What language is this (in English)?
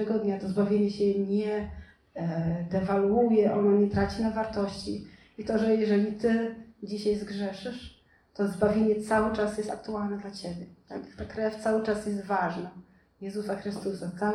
Polish